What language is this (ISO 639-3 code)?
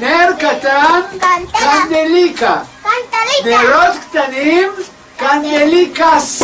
lad